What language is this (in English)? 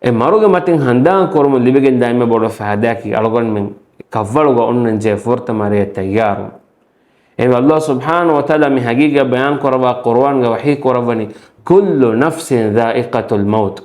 Divehi